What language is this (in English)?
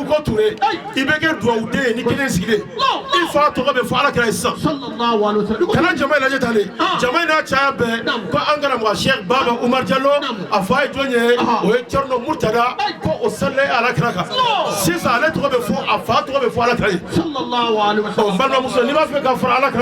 Bambara